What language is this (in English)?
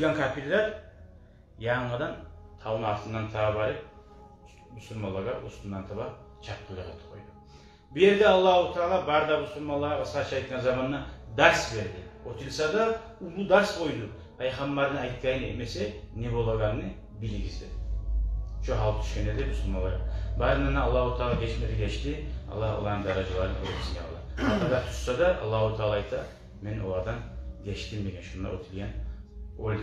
Kumyk